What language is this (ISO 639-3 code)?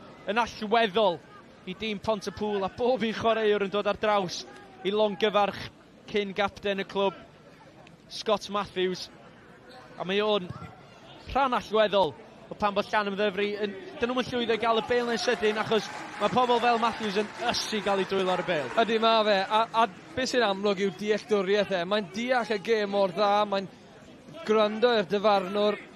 cym